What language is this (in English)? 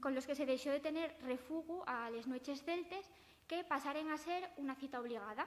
Asturian